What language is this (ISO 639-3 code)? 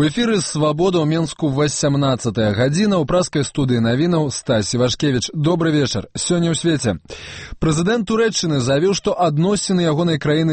bel